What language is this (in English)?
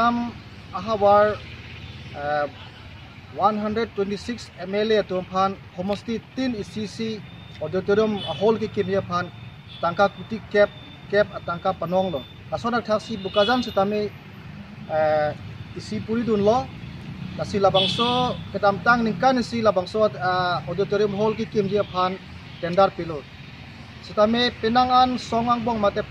Karbi